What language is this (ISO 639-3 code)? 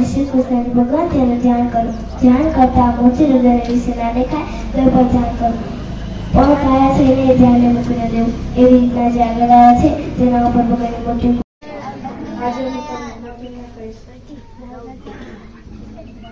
guj